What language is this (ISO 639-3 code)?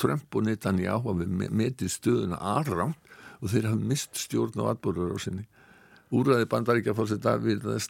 isl